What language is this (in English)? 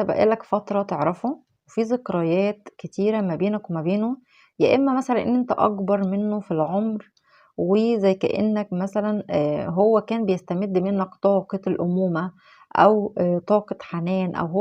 Egyptian Arabic